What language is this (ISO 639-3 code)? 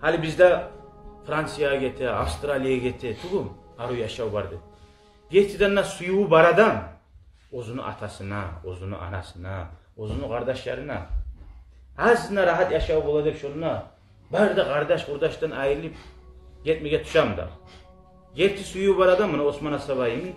kum